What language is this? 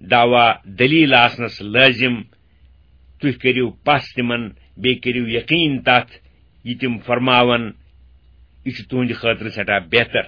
Kashmiri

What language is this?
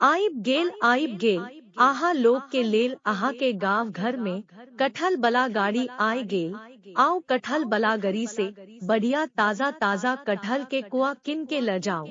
Maithili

